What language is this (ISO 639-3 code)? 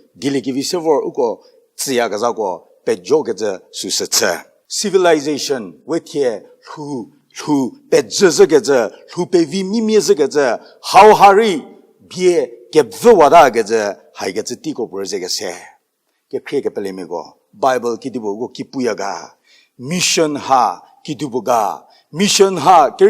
njm